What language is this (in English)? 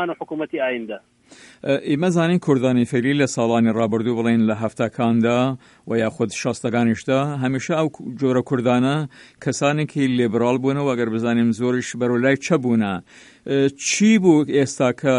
Central Kurdish